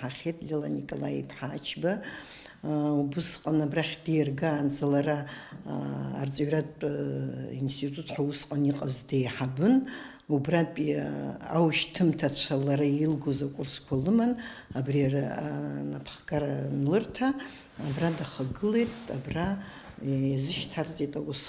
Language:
Abkhazian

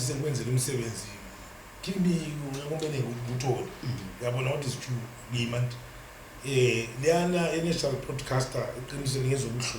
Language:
Zulu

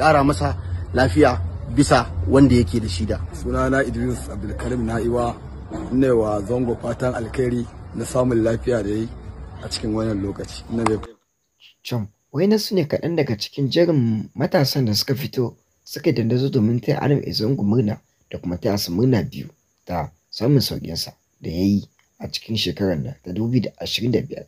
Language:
Hausa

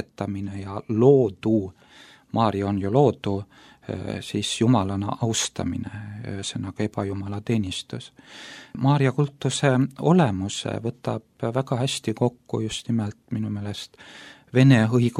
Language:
Estonian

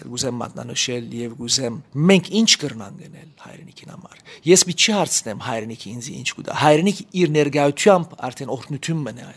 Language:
Armenian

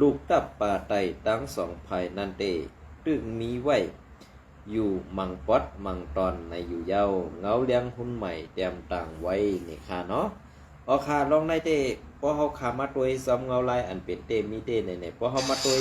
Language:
Shan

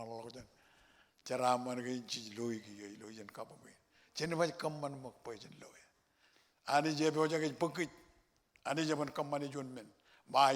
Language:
Marshallese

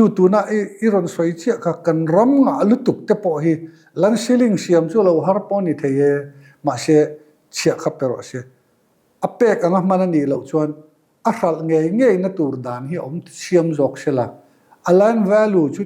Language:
Mizo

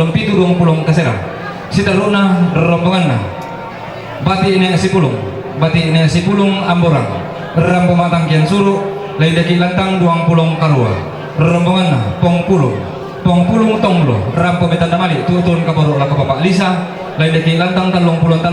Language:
Toraja-Sa'dan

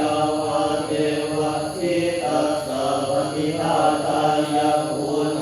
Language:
Pali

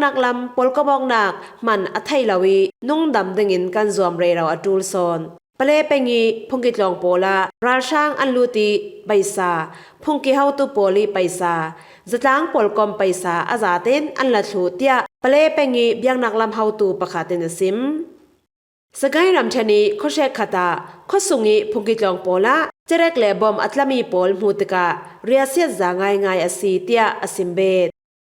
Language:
Falam Chin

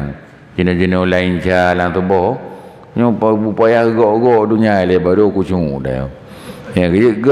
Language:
Achinese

